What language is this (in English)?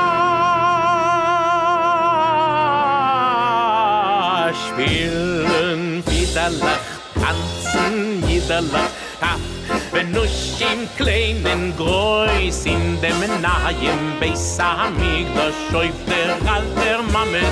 Estonian